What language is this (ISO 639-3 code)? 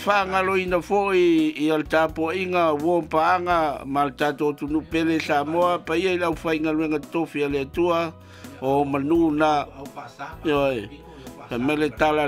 smo